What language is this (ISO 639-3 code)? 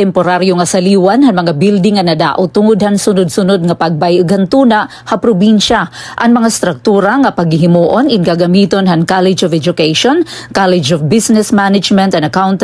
war